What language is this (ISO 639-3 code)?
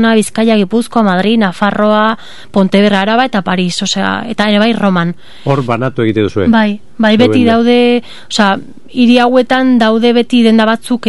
eus